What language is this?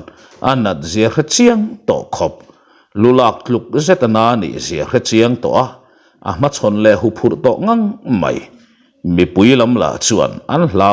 Mizo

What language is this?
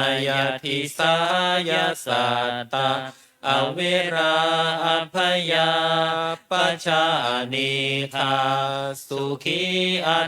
Pali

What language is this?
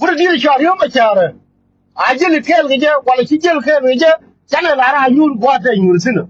Nuer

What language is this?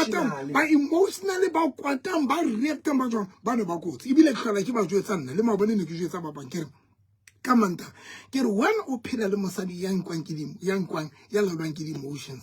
Southern Sotho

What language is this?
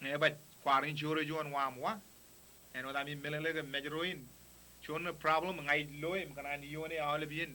Marshallese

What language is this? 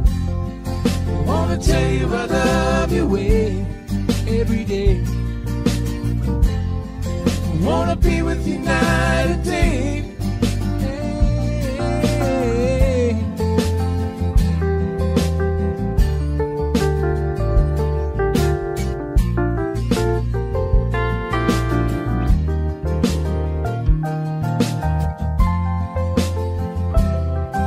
English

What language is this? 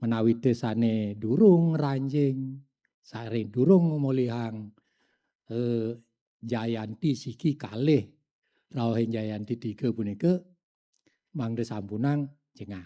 Balinese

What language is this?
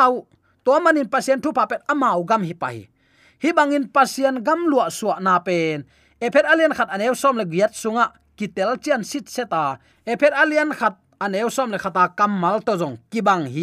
Tedim Chin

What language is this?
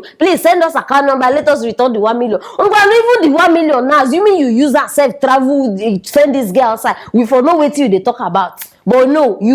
Nigerian Pidgin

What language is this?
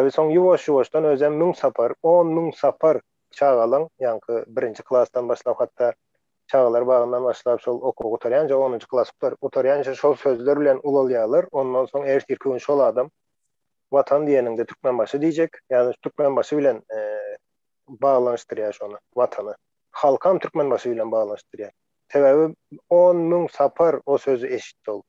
Turkmen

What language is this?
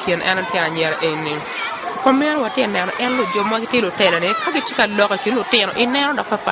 Acoli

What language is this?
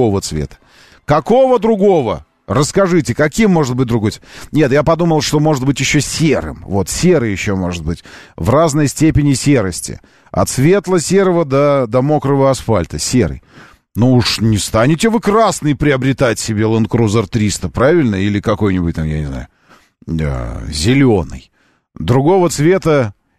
Russian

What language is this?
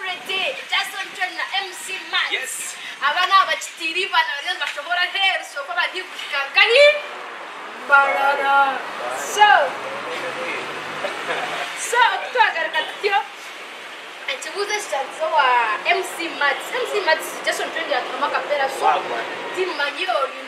Kinyarwanda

